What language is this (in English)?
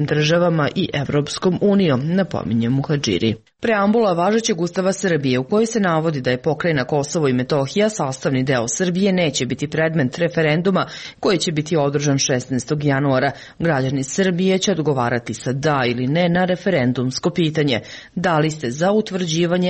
Serbian